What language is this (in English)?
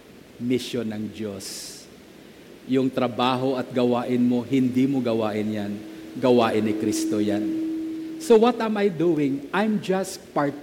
Filipino